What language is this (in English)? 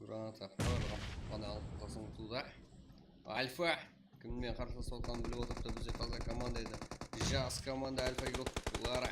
Kara-Kalpak